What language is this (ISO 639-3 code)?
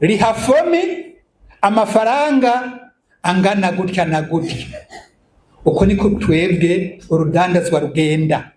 run